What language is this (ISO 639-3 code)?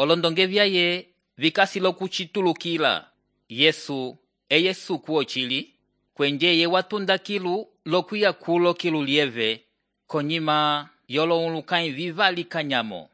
umb